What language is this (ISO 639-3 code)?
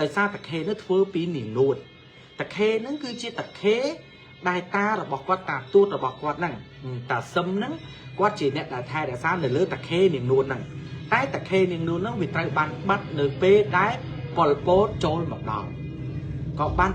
khm